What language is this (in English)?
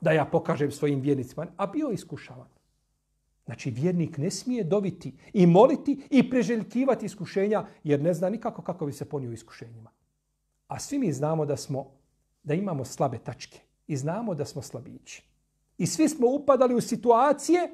Bosnian